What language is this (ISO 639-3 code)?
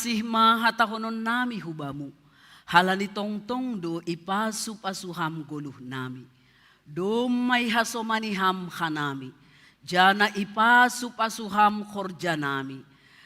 bts